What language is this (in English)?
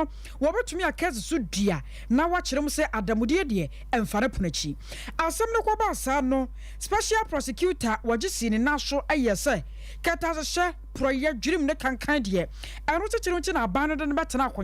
Akan